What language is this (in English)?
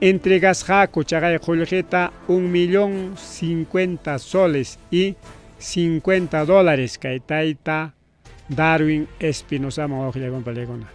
Ayacucho Quechua